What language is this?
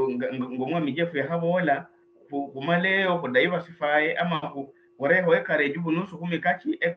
Luyia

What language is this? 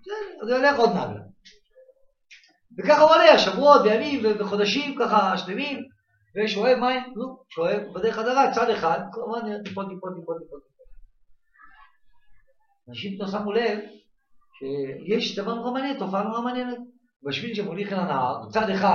Hebrew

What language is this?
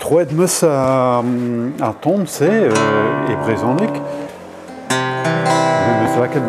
Breton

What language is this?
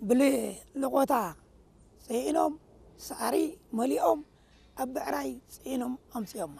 Tigrinya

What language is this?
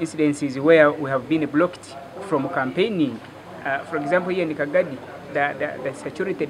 Nyankole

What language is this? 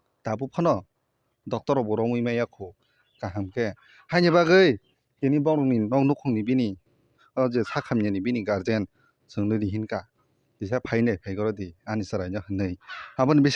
Kok Borok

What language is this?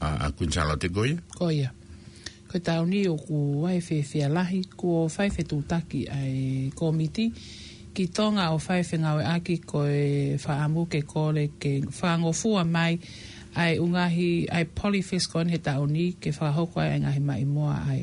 Tongan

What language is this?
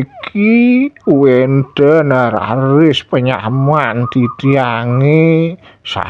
Balinese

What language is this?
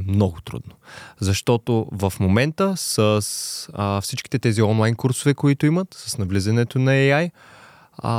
Bulgarian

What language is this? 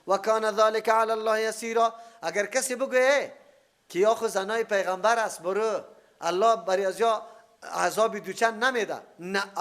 Persian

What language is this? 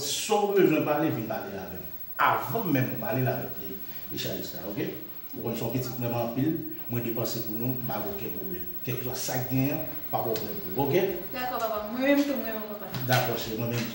Haitian Creole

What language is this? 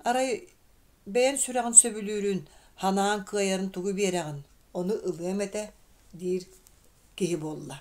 Yakut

